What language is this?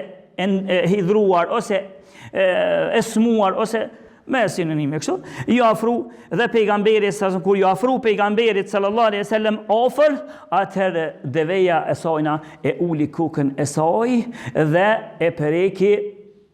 Albanian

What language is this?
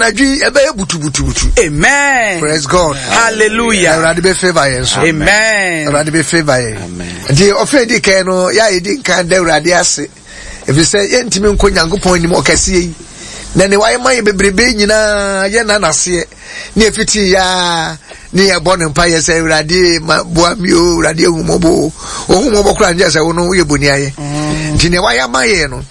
Akan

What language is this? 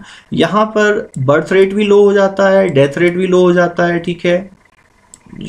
Hindi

